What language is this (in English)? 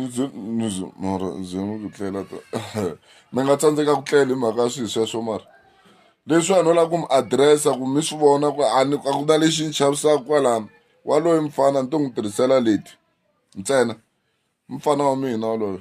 Tsonga